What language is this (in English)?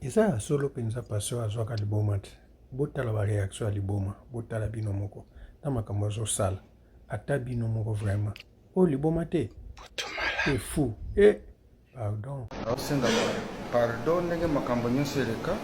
Lingala